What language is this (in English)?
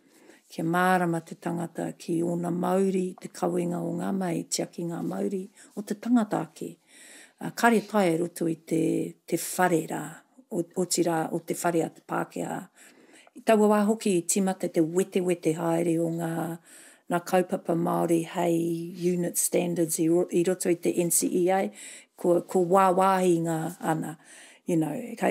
Māori